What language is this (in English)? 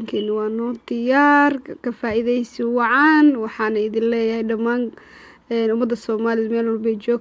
Somali